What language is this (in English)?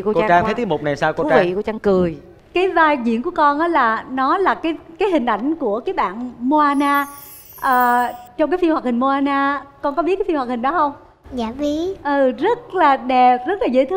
Vietnamese